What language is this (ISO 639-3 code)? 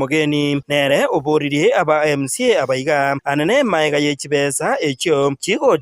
guz